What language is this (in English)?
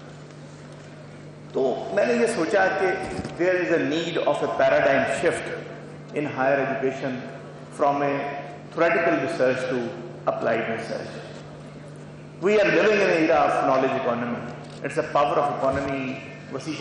Urdu